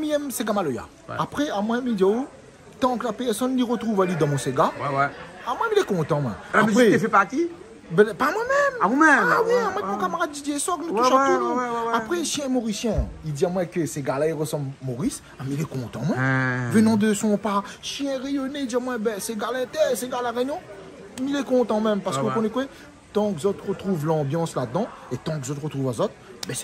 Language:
Réunion Creole French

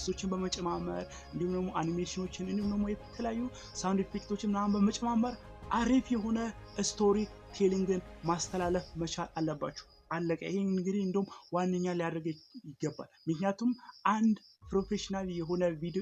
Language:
Amharic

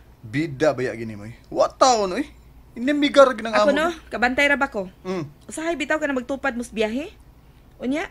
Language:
Cebuano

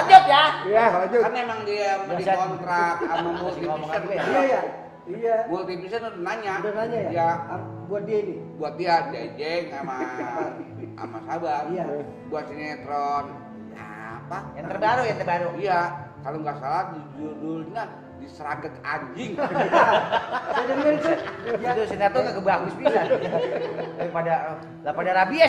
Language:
Betawi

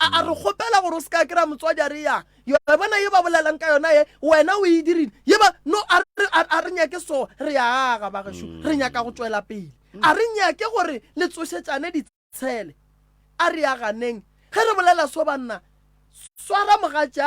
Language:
Northern Sotho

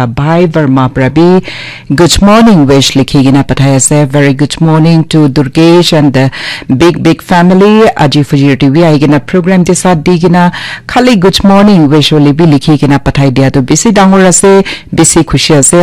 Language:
Naga Pidgin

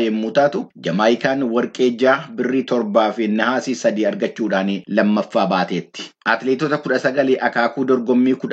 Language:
Oromo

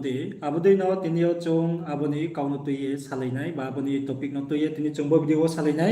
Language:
Riang (India)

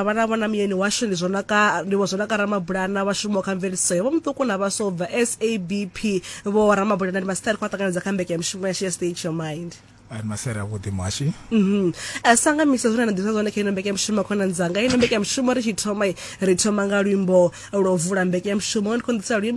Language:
Venda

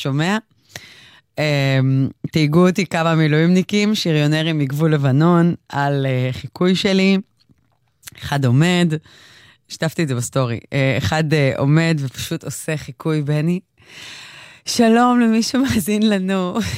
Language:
Hebrew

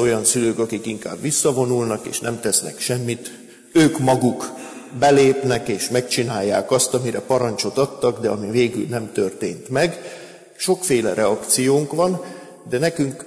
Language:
Hungarian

